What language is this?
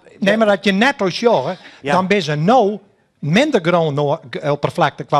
Western Frisian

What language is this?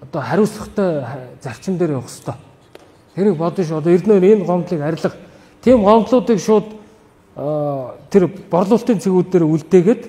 Mongolian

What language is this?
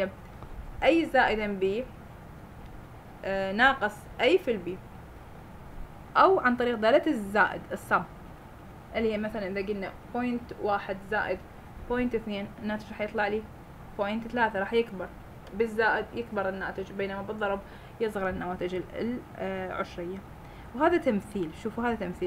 Mesopotamian Arabic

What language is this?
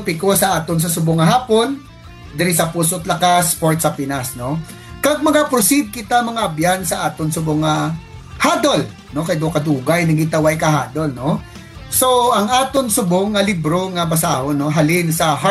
Hiligaynon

